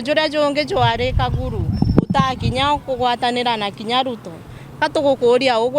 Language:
Meru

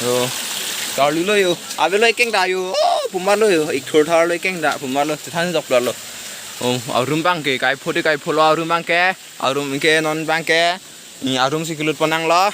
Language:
Karbi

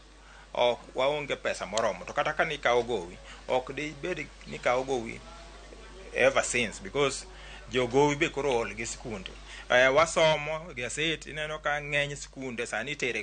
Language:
Luo (Kenya and Tanzania)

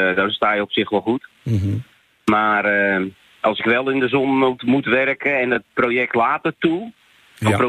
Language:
Dutch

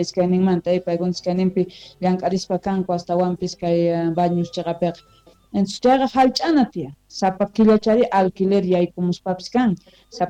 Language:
South Bolivian Quechua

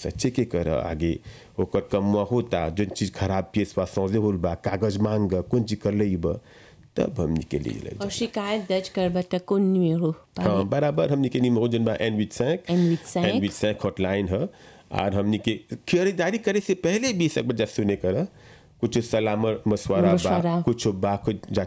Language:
Bhojpuri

